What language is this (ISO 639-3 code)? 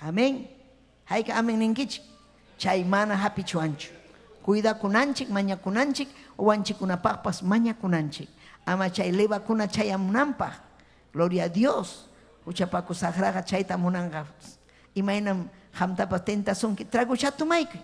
quy